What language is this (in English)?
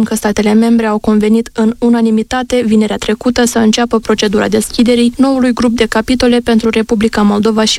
Romanian